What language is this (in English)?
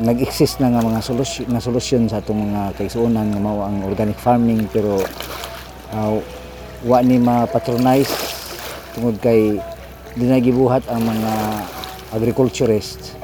Cebuano